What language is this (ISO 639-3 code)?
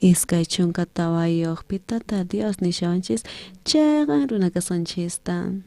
quh